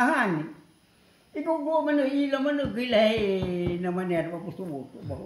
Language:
Nias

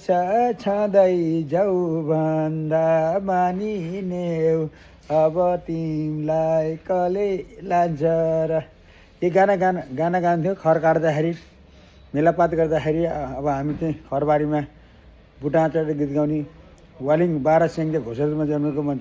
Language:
Nepali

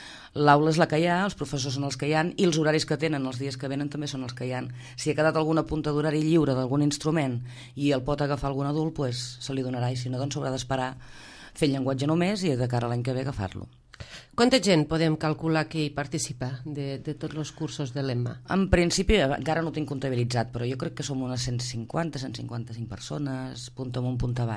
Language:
Catalan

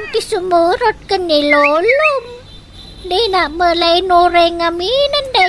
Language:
Iloko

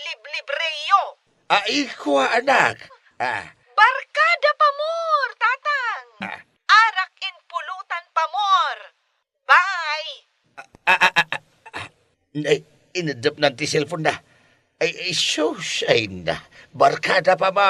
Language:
Iloko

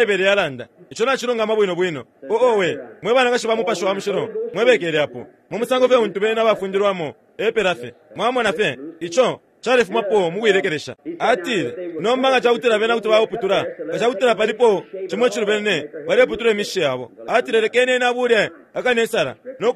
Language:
Bemba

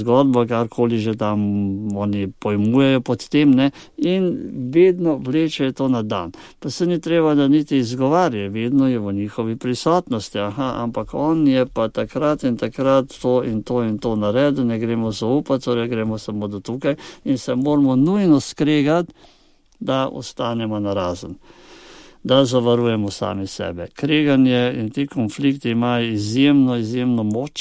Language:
Slovenian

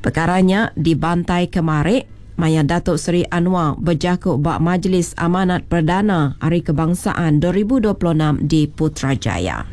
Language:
Iban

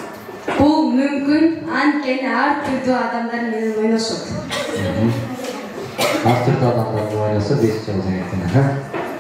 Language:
Kyrgyz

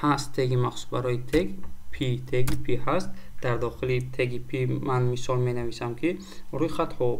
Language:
Tajik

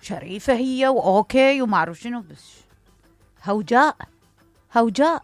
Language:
Mesopotamian Arabic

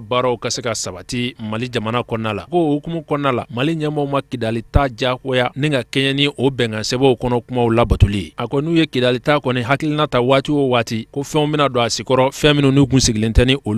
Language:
Bambara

